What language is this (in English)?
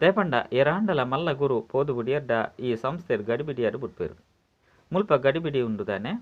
Tulu